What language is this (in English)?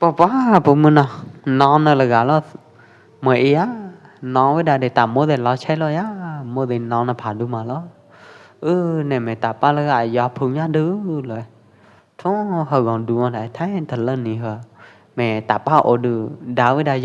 Pwo Eastern Karen